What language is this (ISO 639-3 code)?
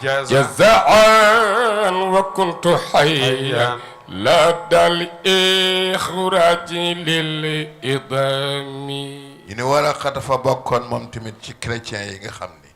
wol